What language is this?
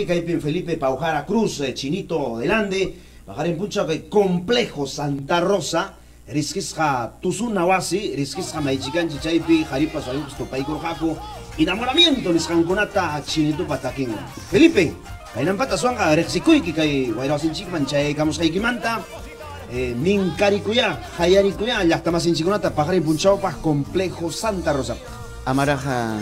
Ayacucho Quechua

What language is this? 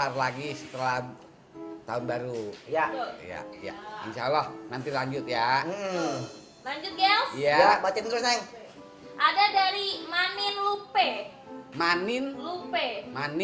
Betawi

